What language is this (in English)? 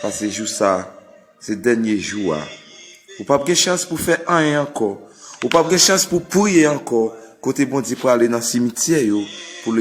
Haitian Creole